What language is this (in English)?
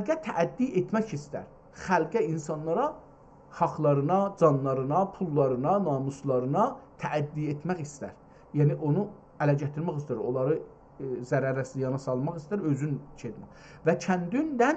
South Azerbaijani